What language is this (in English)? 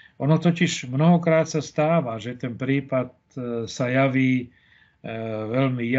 Slovak